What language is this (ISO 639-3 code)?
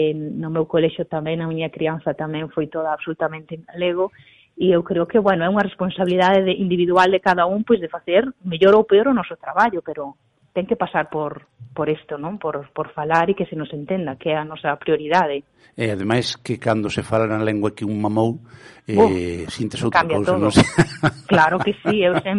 glg